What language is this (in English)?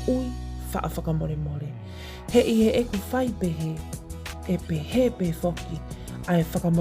Tongan